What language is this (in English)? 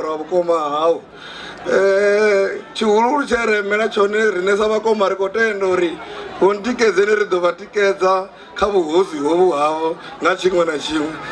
Venda